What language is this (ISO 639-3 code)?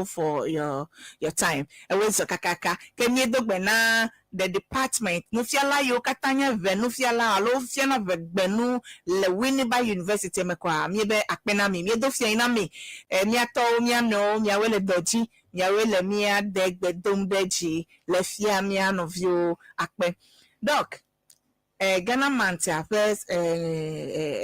ewe